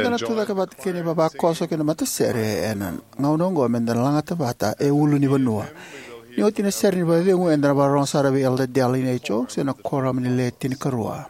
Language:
Fijian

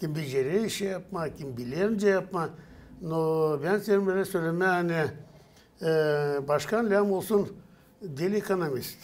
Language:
Gagauz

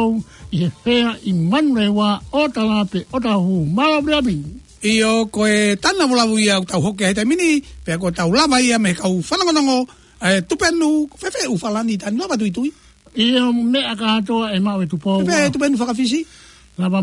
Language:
Tongan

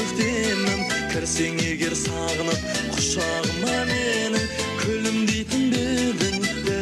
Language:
Kazakh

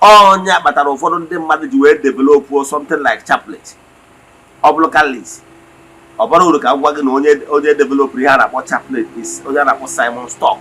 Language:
Igbo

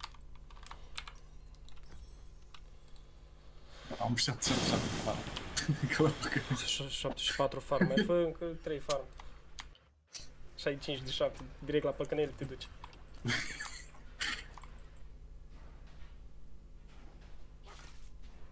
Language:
Romanian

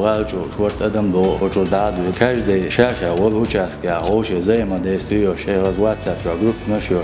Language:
Chechen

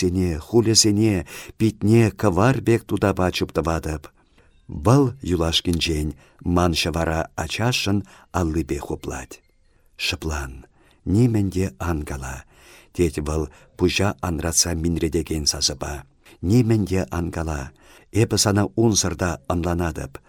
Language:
Chuvash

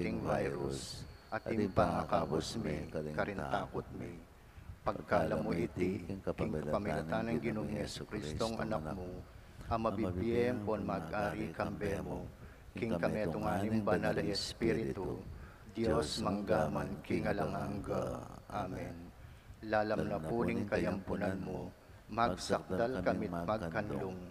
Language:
Pampanga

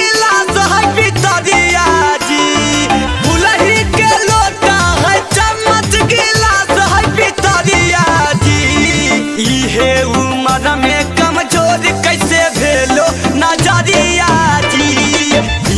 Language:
Magahi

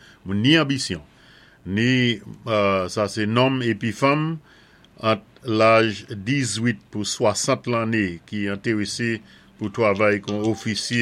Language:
Saint Lucian Creole French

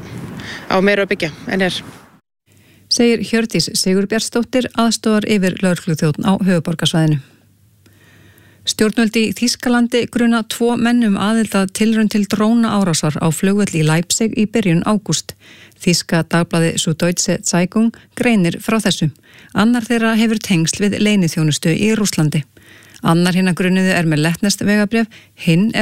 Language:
Icelandic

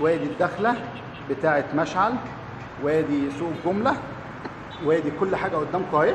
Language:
Egyptian Arabic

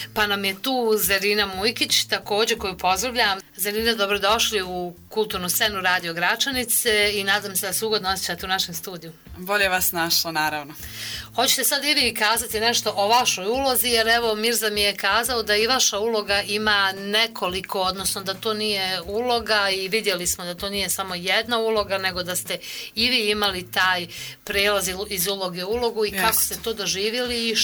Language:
Bosnian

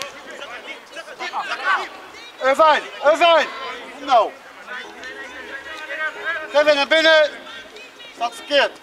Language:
Dutch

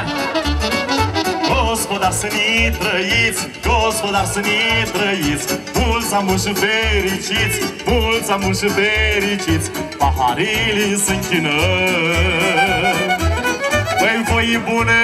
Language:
Romanian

